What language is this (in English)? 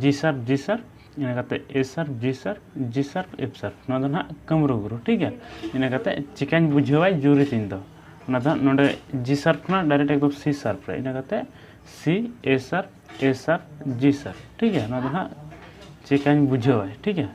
Santali